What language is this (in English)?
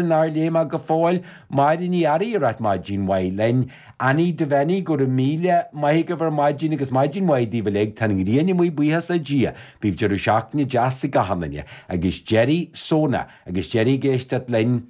Irish